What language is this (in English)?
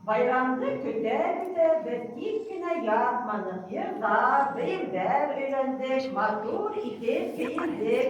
Bashkir